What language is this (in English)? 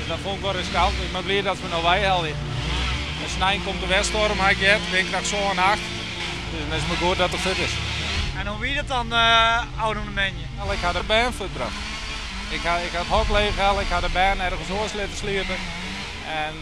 Western Frisian